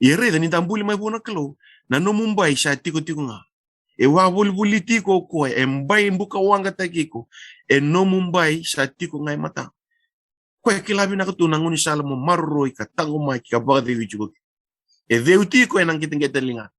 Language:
Fijian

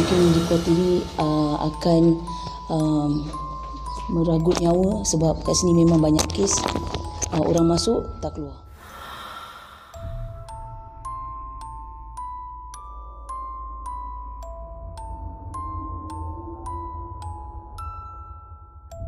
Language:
Malay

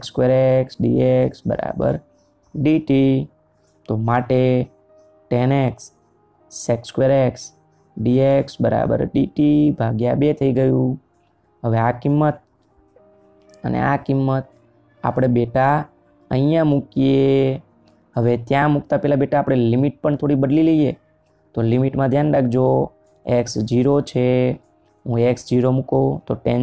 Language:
Gujarati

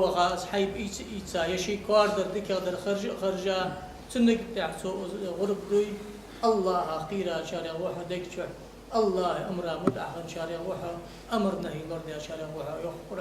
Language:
Ingush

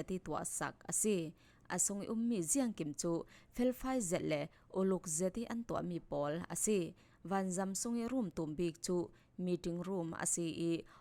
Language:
Falam Chin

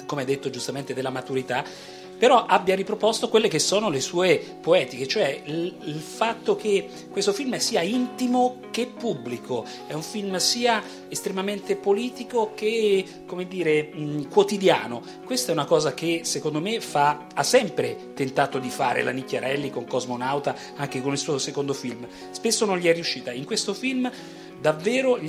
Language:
Italian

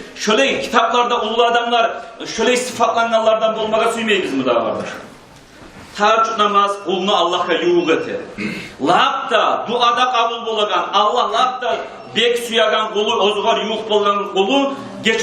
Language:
Kumyk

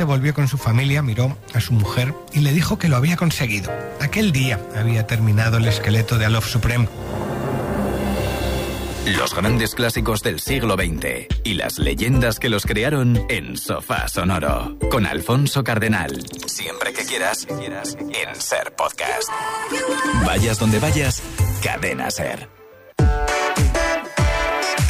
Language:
Spanish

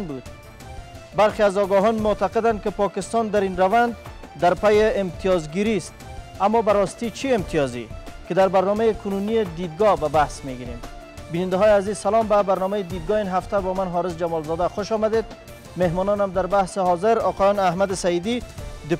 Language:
Persian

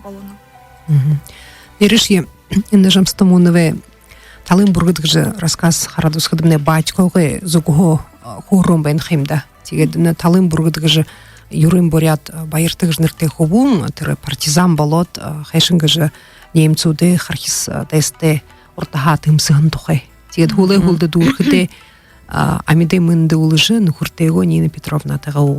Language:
Buriat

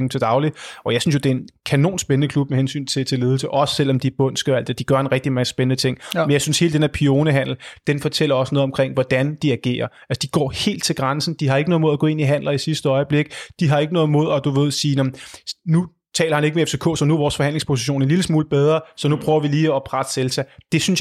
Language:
Danish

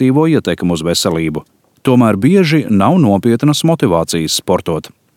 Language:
Latvian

